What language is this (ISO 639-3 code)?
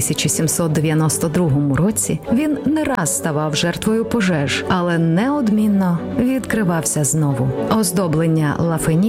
ukr